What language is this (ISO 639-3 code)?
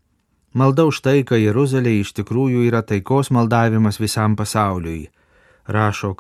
lit